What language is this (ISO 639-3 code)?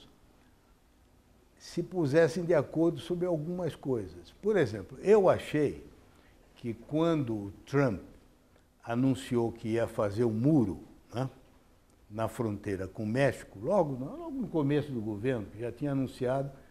por